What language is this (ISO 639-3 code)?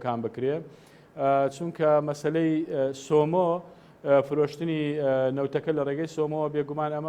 ckb